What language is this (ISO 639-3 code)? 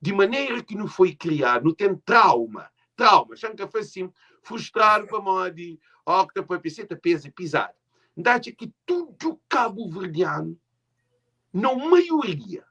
kea